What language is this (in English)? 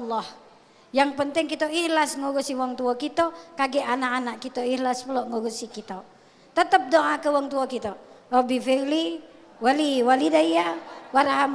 Musi